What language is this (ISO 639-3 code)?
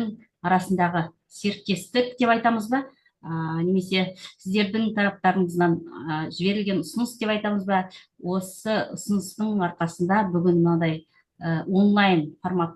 kaz